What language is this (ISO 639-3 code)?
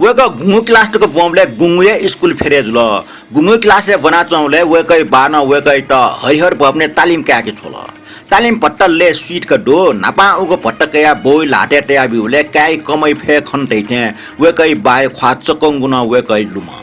new